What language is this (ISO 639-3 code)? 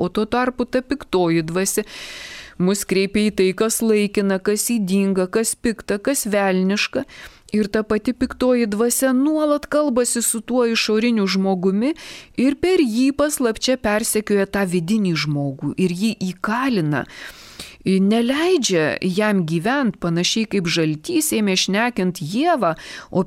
lit